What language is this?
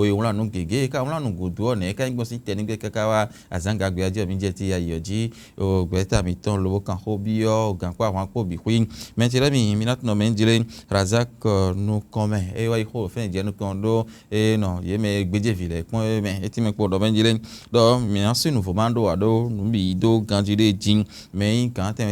Fon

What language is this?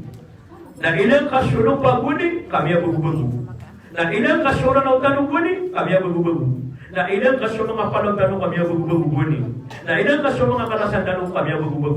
Maranao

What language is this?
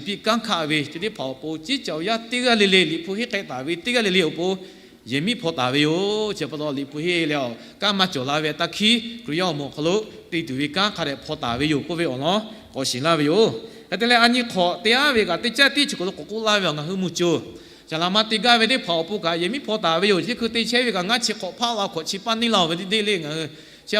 Lahu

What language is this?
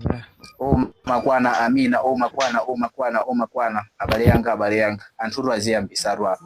Nyanja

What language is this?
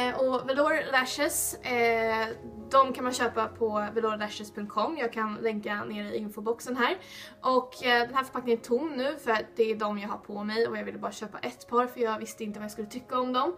Swedish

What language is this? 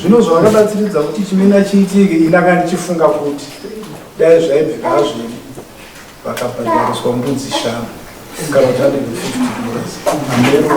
Shona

